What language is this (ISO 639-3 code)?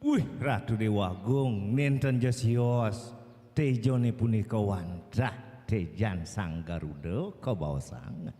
ban